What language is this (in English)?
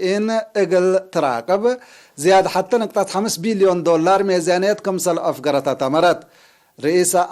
Tigre